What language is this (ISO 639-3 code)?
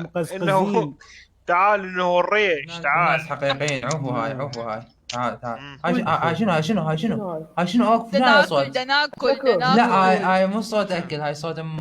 acm